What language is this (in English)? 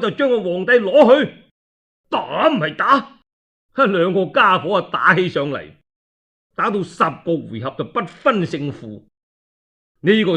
Cantonese